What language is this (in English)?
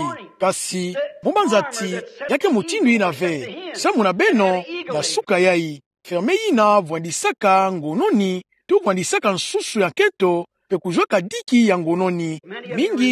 Kituba (Democratic Republic of Congo)